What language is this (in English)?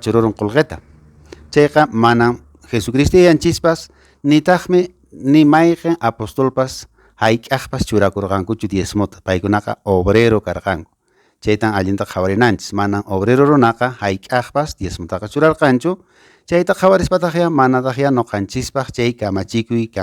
Quechua